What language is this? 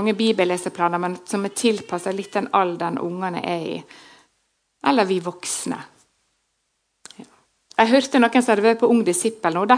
Norwegian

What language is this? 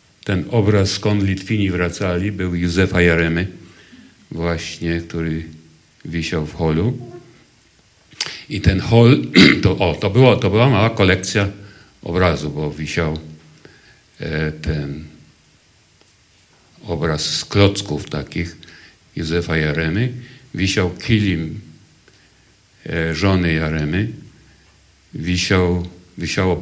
Polish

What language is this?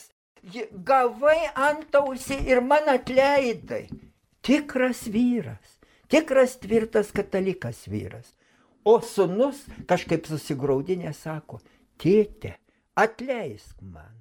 Lithuanian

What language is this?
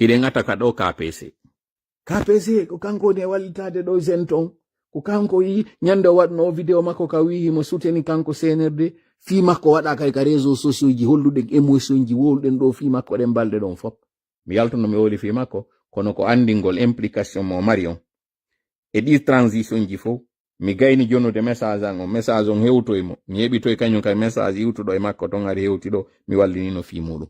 Pular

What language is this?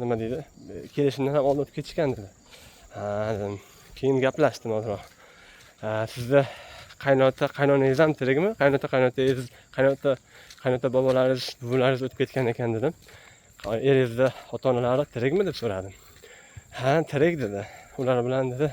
Uzbek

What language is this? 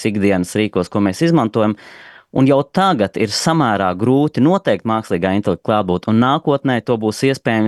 Latvian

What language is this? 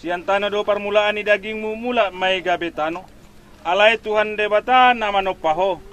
Batak Toba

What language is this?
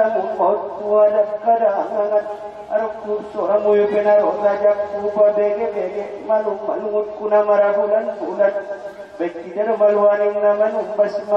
Batak Angkola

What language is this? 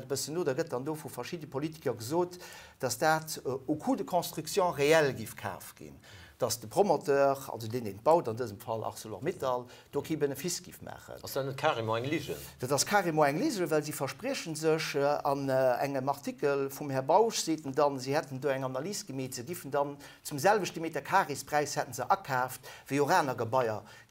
Luxembourgish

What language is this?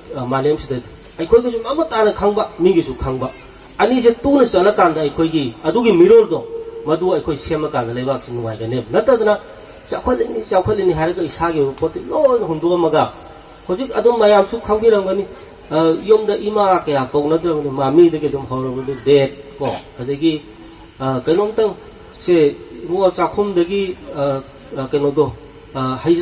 Manipuri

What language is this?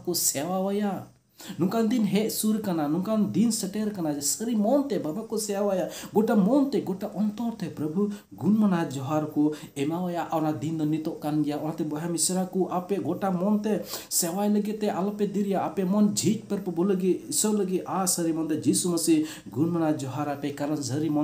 Santali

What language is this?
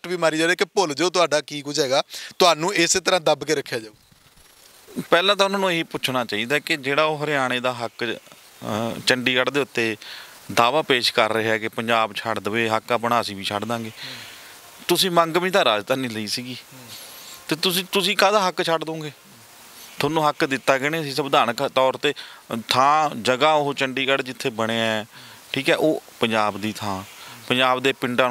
Punjabi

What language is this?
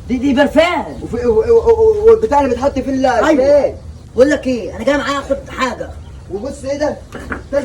Egyptian Arabic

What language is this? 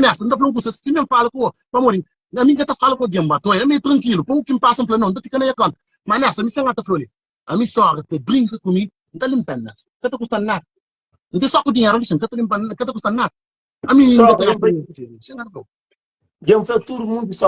Kabuverdianu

